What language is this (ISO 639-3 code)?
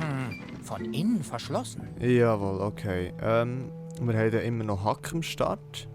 gsw